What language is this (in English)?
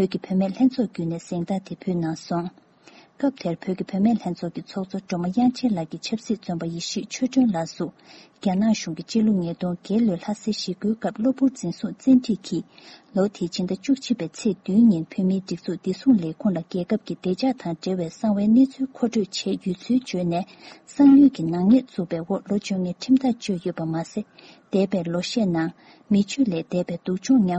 Tibetan